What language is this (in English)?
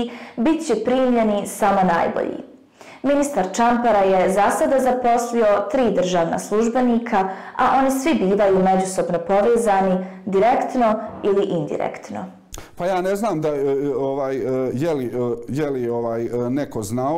Bosnian